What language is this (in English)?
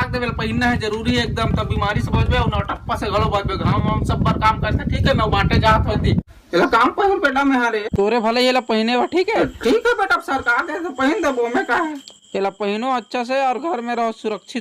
Chhattisgarhi